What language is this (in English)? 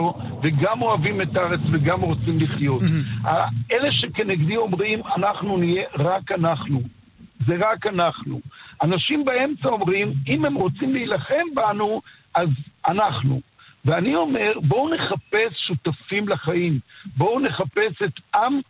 Hebrew